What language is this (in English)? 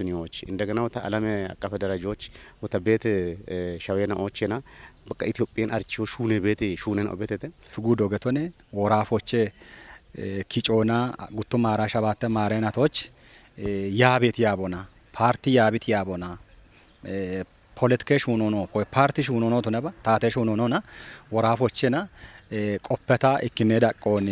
Kafa